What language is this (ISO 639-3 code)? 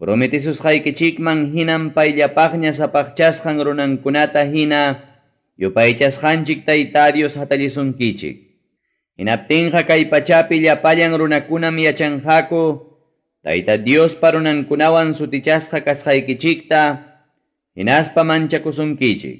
quy